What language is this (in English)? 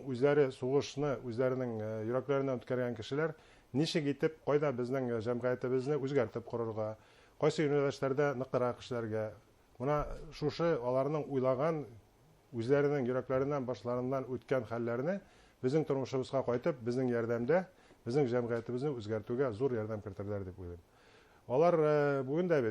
Bashkir